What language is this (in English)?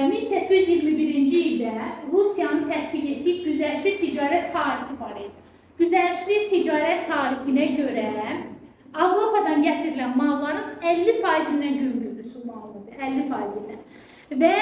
Azerbaijani